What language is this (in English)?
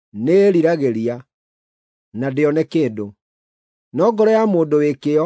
Kikuyu